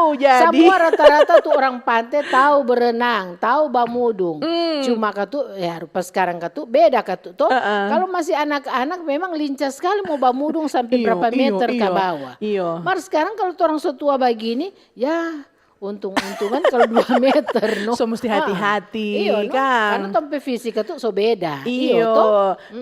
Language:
Manado Malay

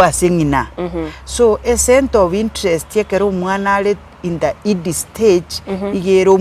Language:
Gusii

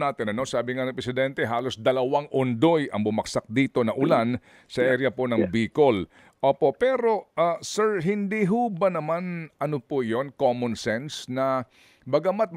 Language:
Filipino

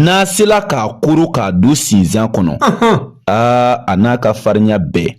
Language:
Bambara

